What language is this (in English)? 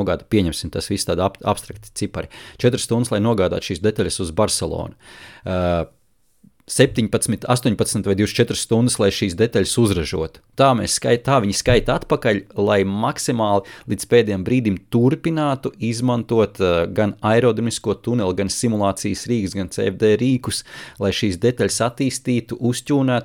Latvian